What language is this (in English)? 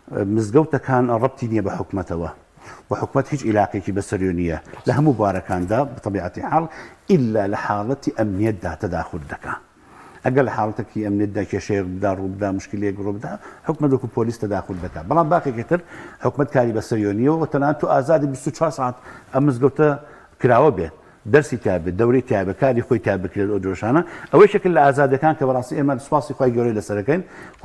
Central Kurdish